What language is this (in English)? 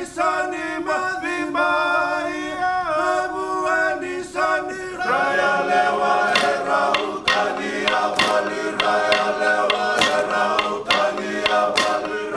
Fijian